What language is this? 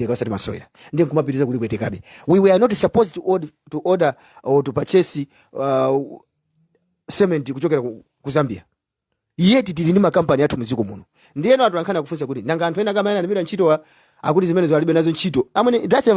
Nyanja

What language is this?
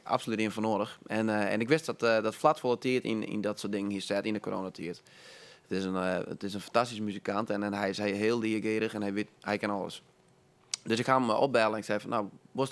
Western Frisian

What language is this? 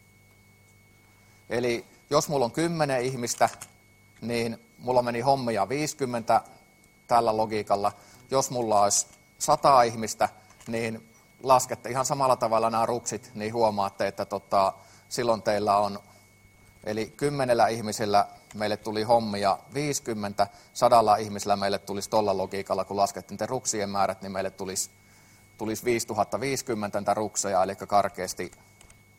Finnish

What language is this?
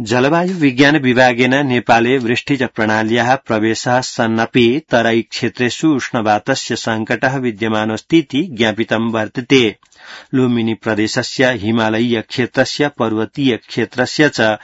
Sanskrit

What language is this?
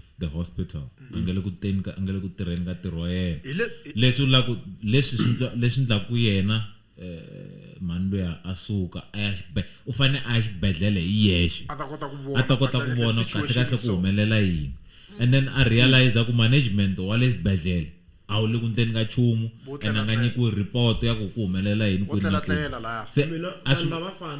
Tsonga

